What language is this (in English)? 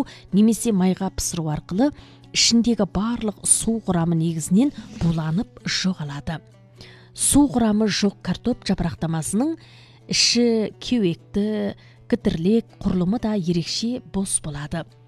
Kazakh